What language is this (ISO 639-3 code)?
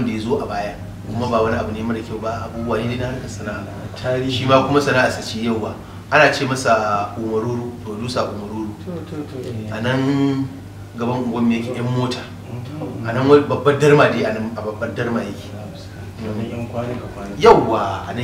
hau